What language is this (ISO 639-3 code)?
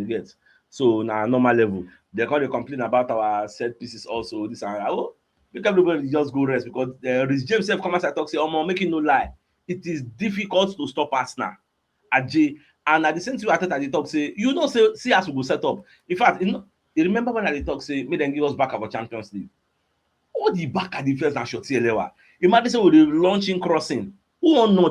pcm